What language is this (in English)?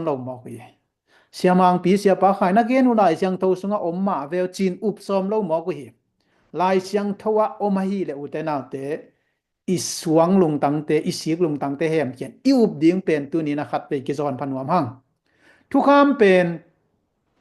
Tedim Chin